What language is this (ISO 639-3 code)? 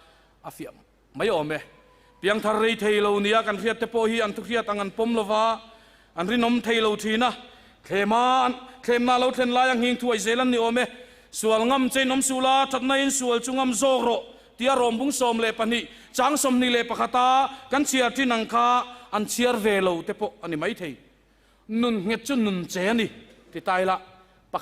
lus